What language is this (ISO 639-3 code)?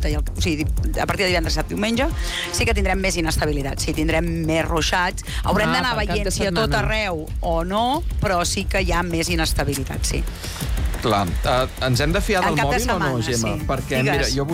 cat